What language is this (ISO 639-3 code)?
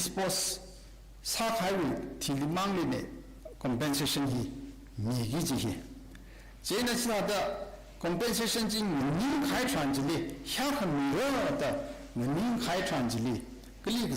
nmf